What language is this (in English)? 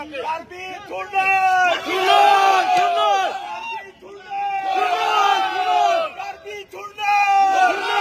Karbi